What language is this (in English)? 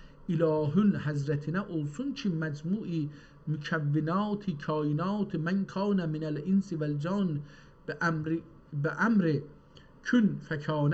South Azerbaijani